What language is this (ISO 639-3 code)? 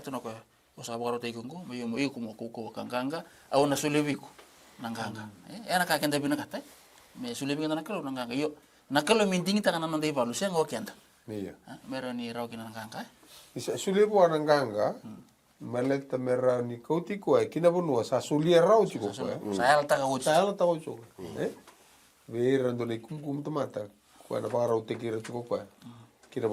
fij